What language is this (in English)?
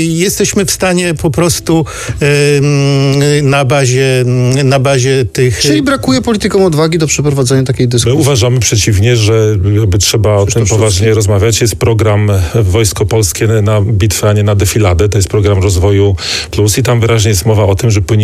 Polish